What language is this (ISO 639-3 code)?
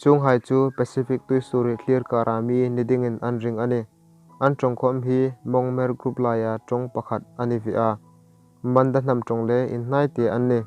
hmr